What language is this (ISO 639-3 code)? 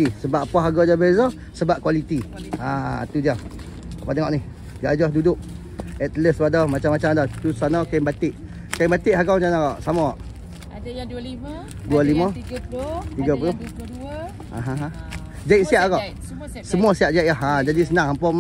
msa